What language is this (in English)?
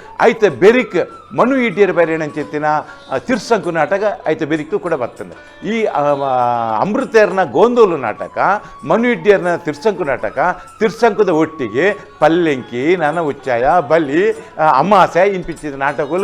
Tulu